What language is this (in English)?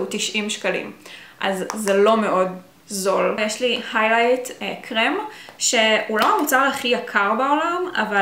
Hebrew